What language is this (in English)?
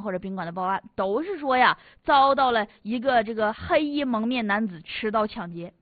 Chinese